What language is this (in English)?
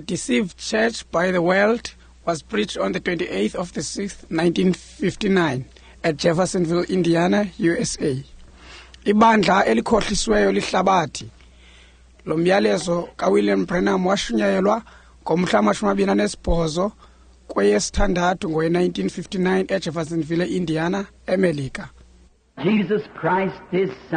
Xhosa